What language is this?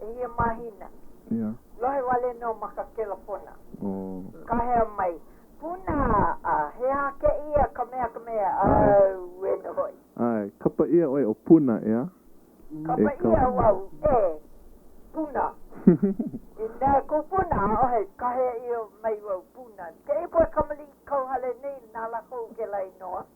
Hawaiian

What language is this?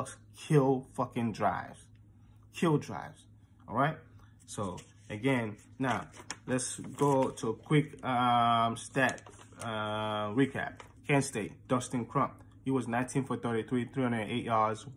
English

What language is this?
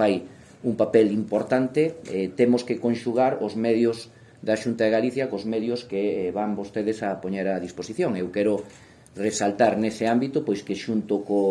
Galician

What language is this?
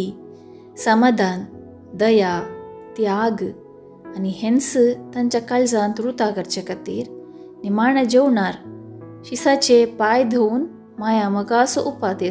Konkani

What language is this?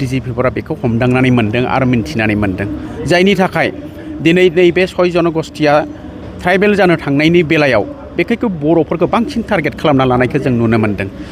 Bodo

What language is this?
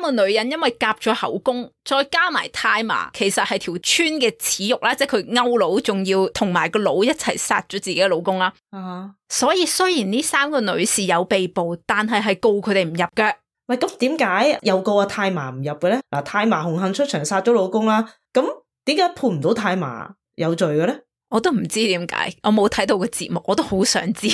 Cantonese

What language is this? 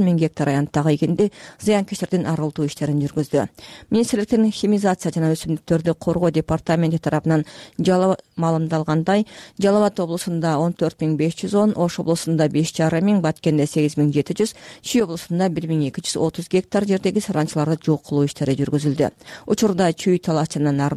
Kyrgyz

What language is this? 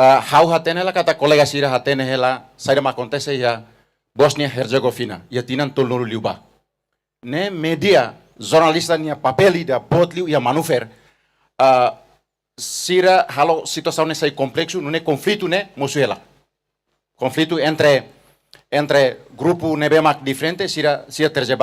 Tetum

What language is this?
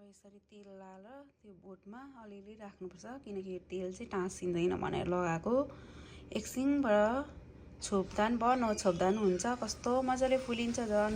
Nepali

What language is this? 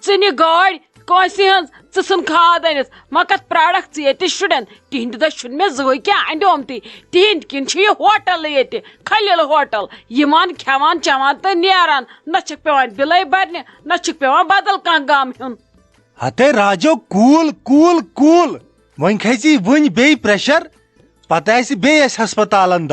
Kashmiri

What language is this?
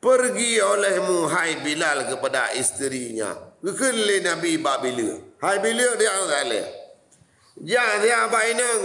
Achinese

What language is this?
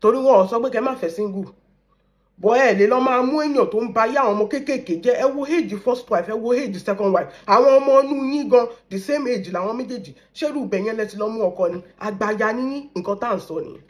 Yoruba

